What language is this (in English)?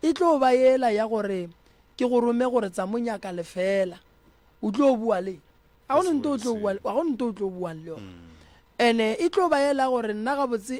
Northern Sotho